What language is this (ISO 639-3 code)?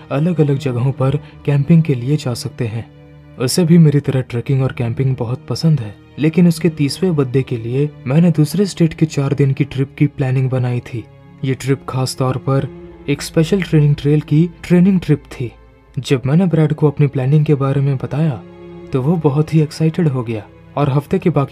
hin